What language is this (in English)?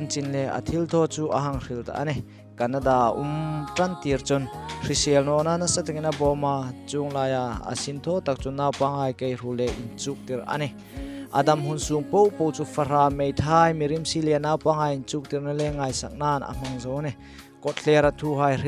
Hmar